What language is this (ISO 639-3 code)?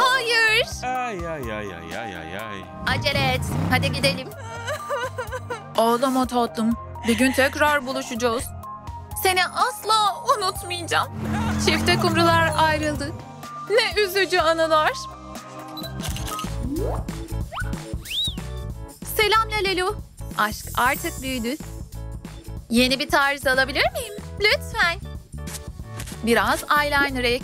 tur